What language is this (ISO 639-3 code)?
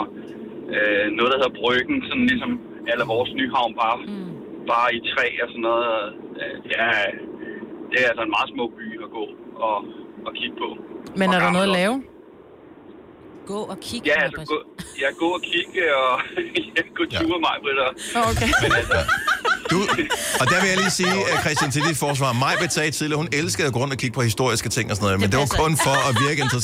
dan